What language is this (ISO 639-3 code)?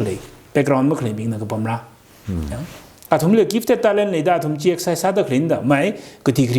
nmf